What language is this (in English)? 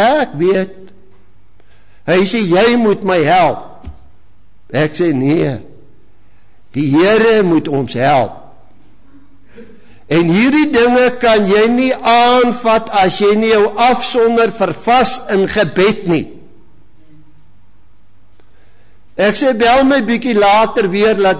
Afrikaans